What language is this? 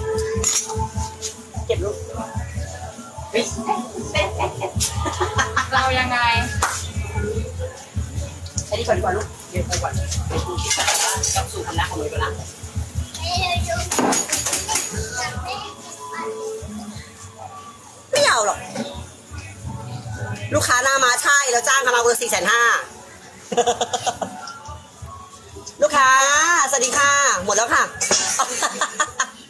Thai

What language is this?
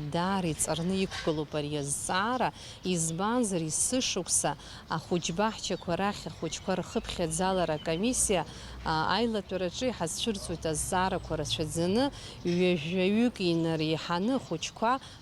Abkhazian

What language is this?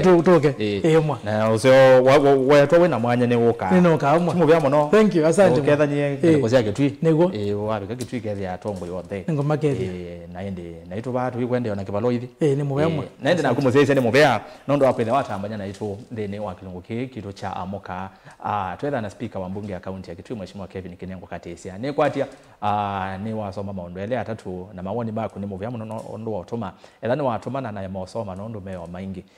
Kamba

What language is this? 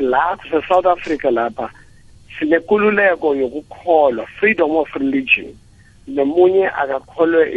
South Ndebele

